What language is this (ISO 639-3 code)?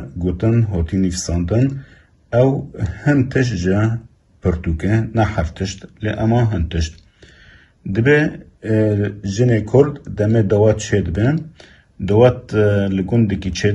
kur